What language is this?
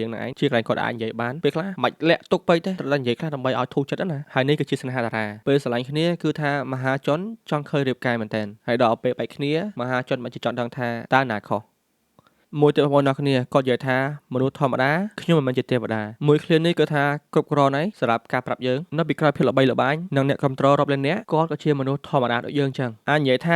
Khmer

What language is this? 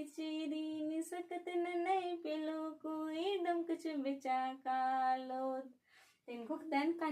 Kurukh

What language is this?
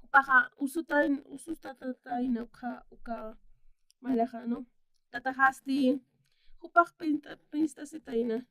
Aymara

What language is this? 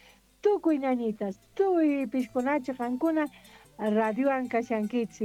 South Bolivian Quechua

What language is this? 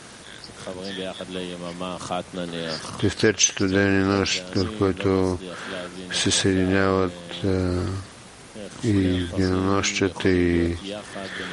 Bulgarian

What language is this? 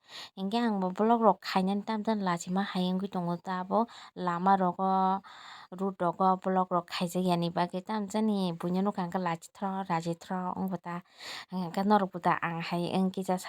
Kok Borok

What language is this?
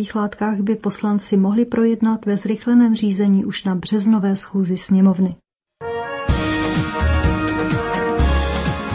Czech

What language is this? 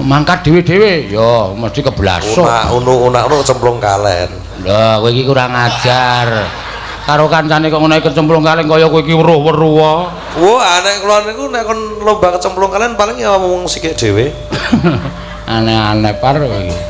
Javanese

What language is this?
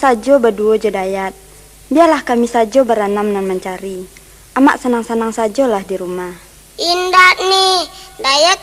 Minangkabau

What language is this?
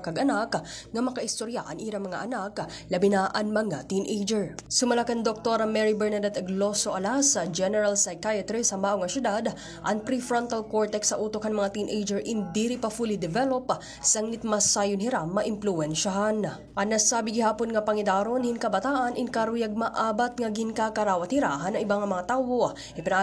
Waray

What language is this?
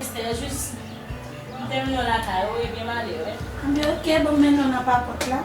Haitian Creole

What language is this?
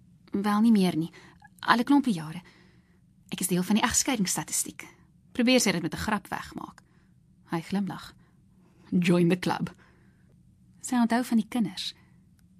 Afrikaans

